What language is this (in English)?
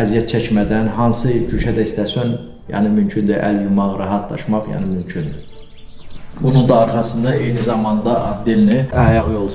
Azerbaijani